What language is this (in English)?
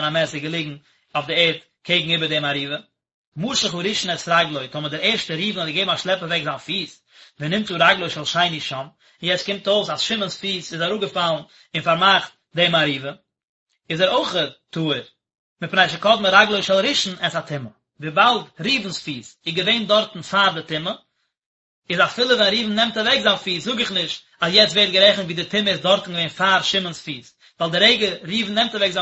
Yiddish